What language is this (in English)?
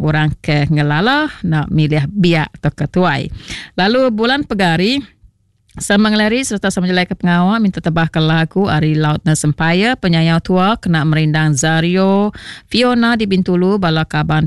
Iban